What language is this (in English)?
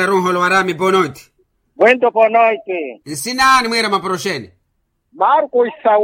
Makhuwa